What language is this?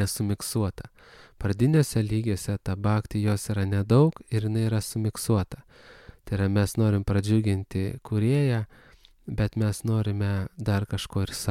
Lithuanian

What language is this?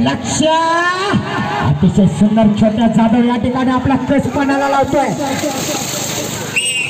Marathi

